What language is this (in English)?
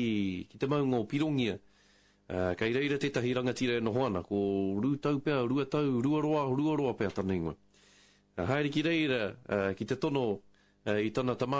Māori